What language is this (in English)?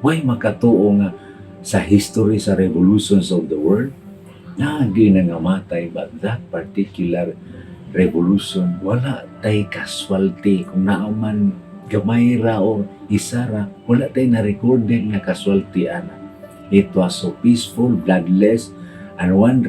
Cebuano